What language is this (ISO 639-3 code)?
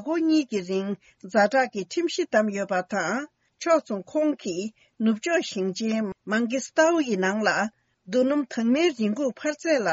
bod